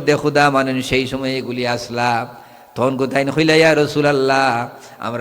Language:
Sylheti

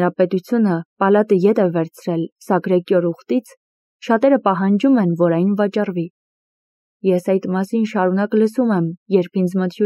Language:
Armenian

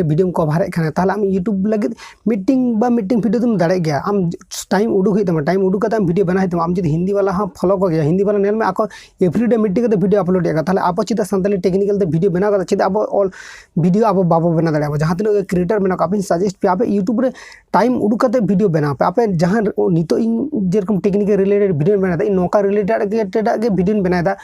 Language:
Santali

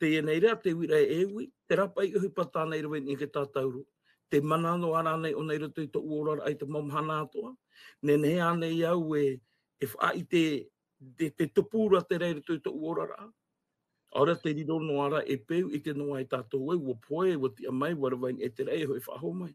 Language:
Tahitian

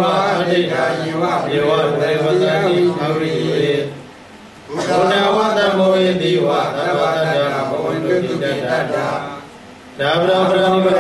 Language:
Burmese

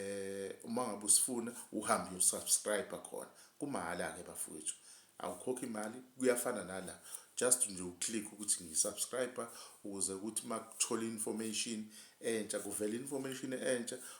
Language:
Zulu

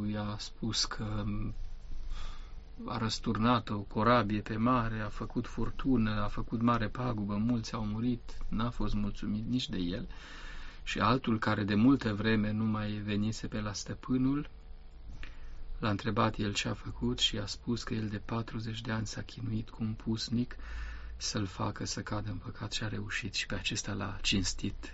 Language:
Romanian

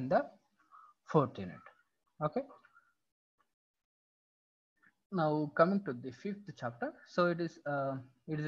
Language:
English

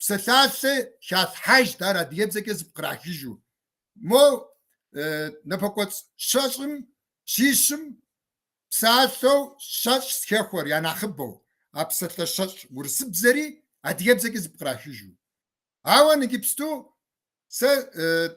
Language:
Kabardian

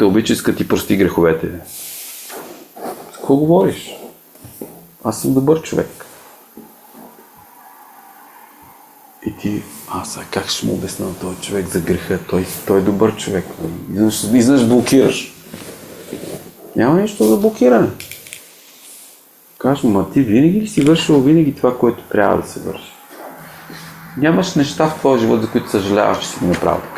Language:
Bulgarian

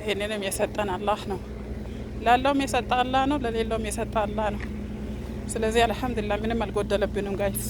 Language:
Amharic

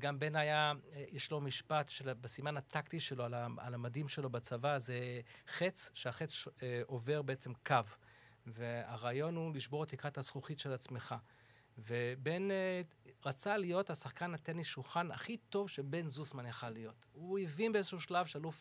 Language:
Hebrew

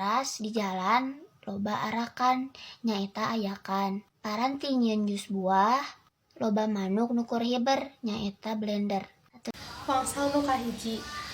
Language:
Sundanese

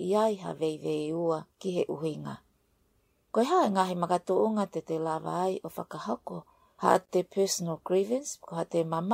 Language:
Tongan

